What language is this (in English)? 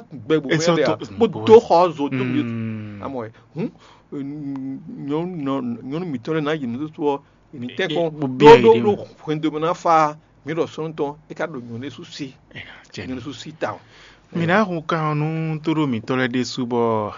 Fon